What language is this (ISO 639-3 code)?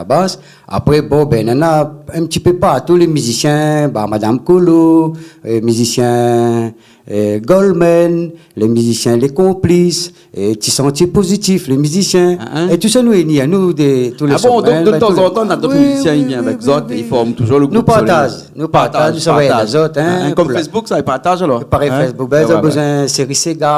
rcf